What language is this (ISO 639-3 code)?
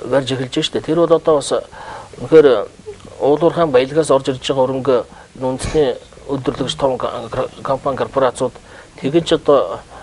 mon